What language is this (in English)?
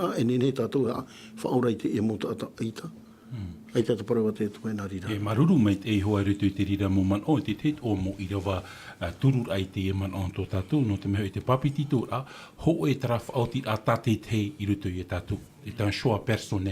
Tahitian